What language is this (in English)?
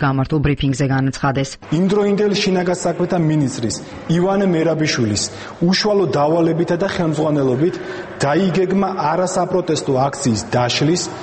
Georgian